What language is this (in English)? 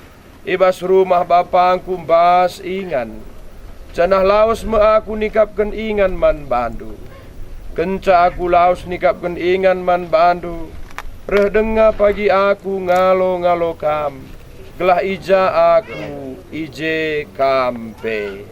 Batak Karo